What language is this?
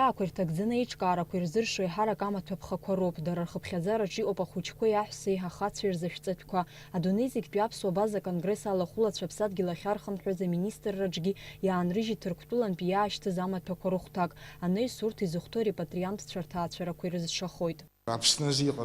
Abkhazian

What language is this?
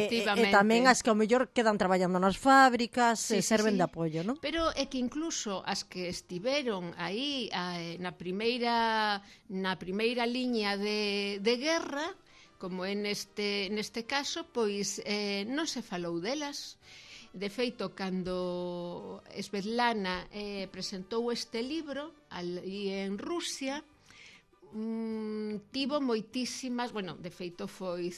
Galician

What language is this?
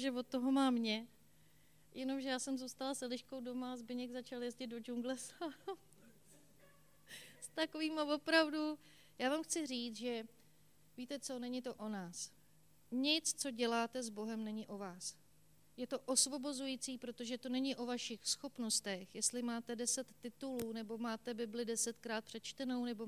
Czech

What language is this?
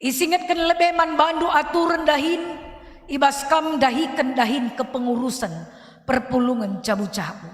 Batak Karo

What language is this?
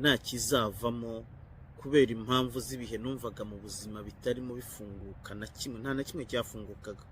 Kinyarwanda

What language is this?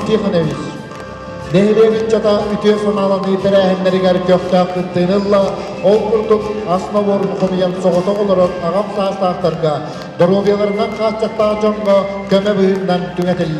Yakut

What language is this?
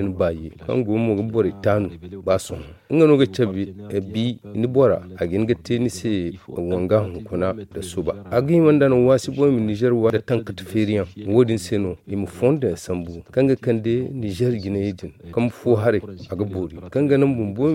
Zarma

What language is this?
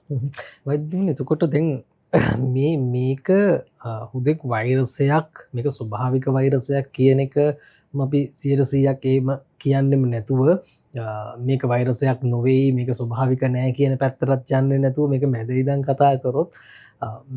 Sinhala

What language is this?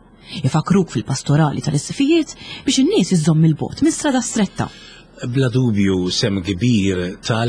Maltese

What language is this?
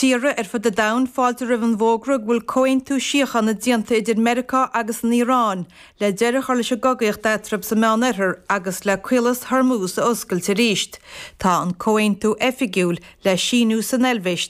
Irish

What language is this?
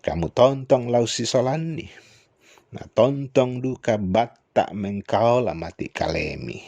Toraja-Sa'dan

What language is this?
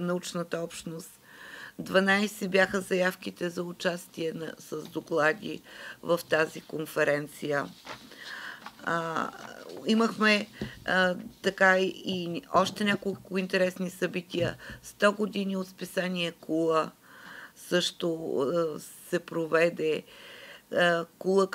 Bulgarian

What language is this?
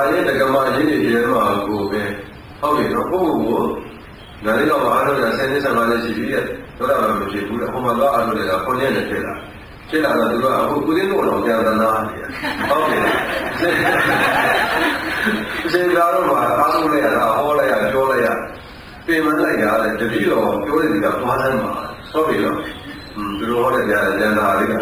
Burmese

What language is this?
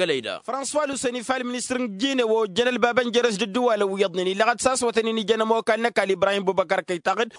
Tamasheq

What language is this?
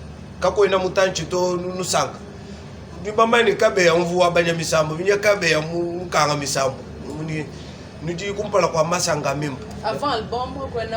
Luba-Lulua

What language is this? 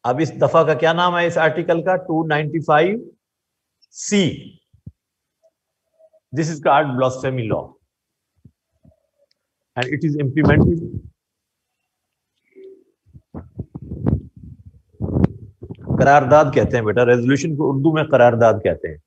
Urdu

